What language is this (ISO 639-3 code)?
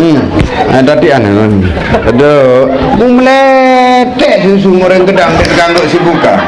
sas